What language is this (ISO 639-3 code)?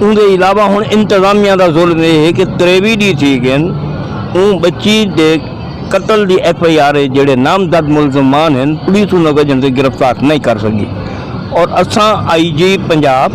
skr